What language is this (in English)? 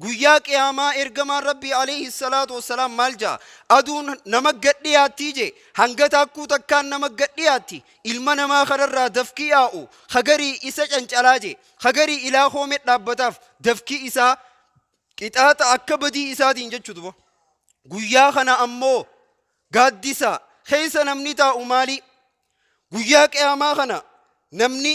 Oromo